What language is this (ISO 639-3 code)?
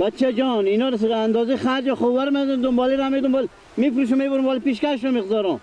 fas